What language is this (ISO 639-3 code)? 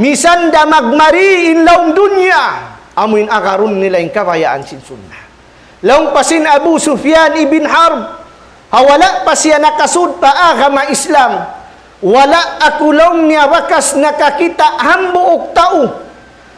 tsg